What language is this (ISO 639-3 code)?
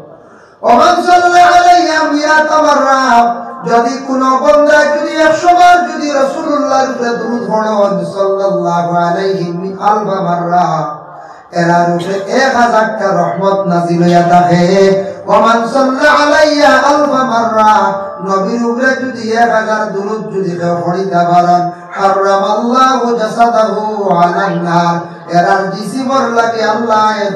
syl